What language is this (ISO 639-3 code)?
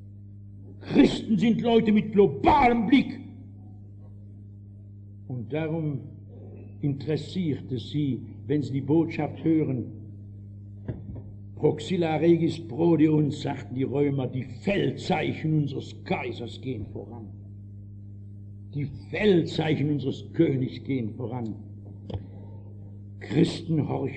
deu